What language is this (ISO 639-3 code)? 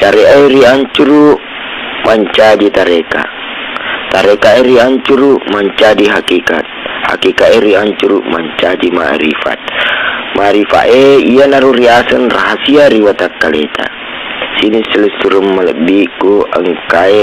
bug